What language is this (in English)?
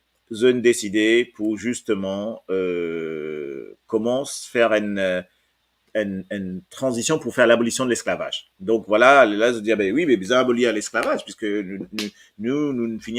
Morisyen